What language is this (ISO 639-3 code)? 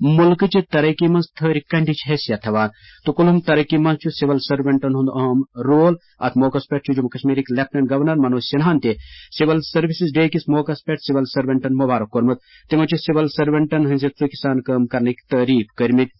kas